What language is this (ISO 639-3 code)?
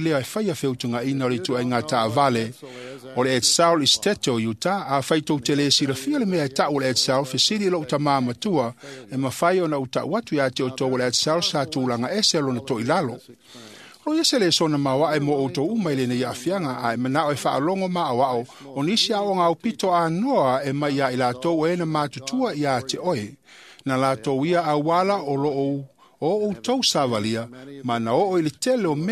smo